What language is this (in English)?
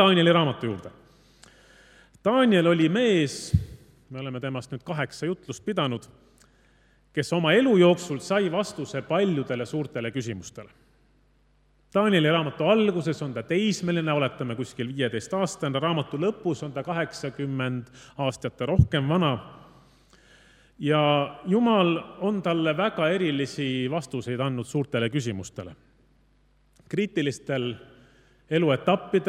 Estonian